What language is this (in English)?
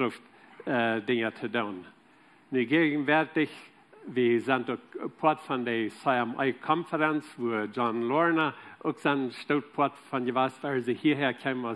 Plautdietsch